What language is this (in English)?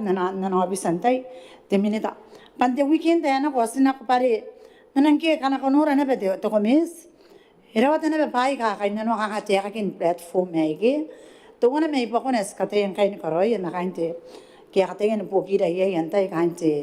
Gilbertese